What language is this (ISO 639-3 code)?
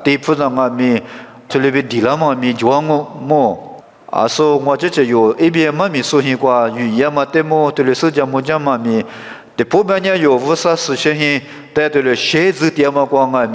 lis